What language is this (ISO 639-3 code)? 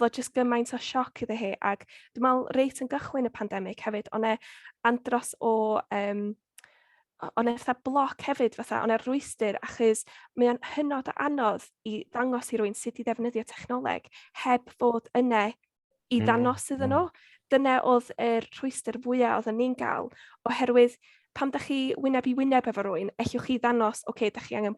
cym